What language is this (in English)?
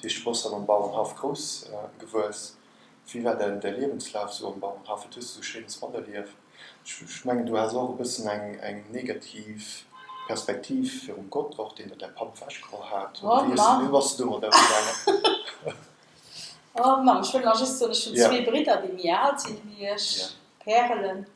Luxembourgish